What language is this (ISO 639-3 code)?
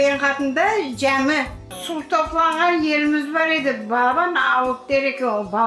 crh